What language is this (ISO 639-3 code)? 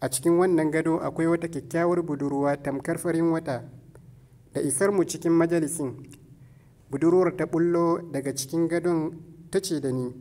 hau